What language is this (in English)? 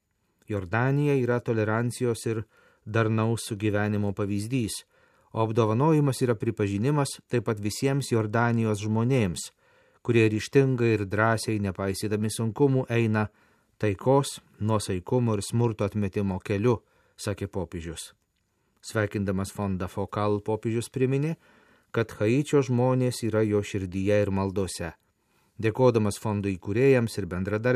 Lithuanian